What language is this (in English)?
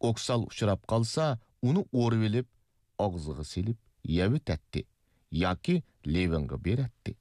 Uyghur